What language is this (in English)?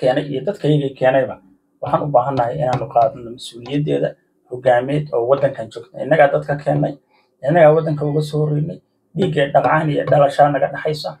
Somali